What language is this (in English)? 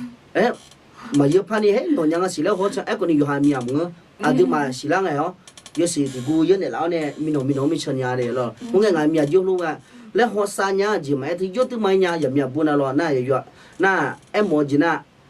Akha